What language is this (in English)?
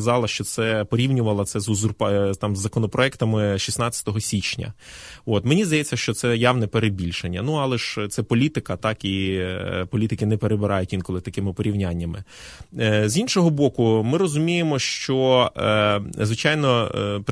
Ukrainian